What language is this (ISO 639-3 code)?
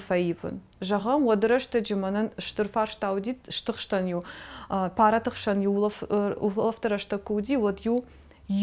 oss